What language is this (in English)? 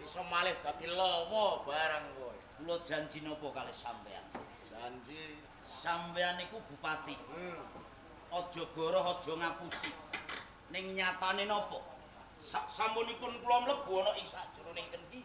Javanese